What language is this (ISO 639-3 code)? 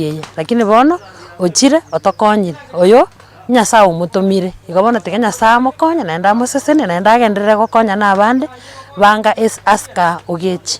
guz